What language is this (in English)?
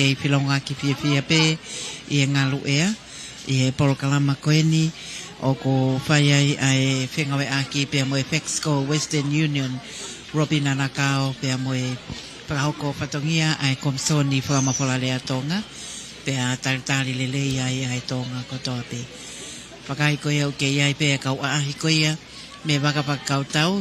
Tongan